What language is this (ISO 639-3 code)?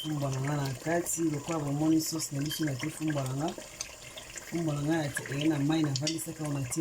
lin